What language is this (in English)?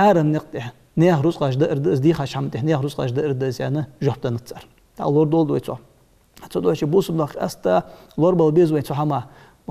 Ingush